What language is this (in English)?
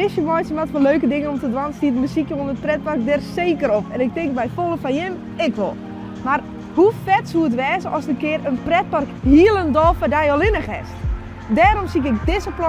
Western Frisian